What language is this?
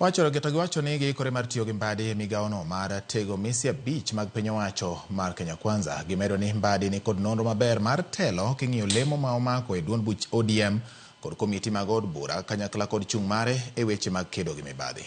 Luo (Kenya and Tanzania)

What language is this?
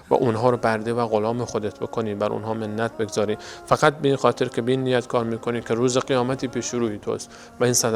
Persian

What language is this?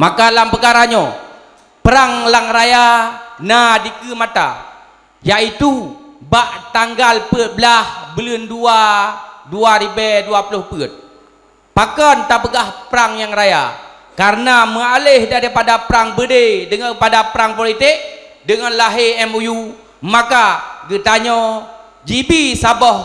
Achinese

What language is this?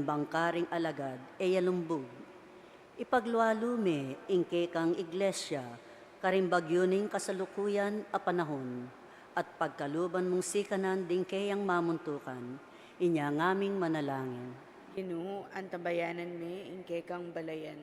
Pampanga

